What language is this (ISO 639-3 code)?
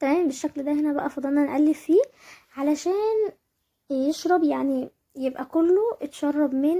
arz